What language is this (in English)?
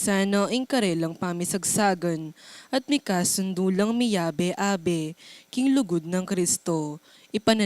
Pampanga